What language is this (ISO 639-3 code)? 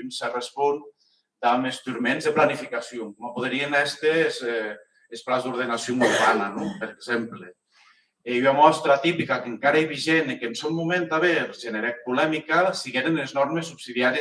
oci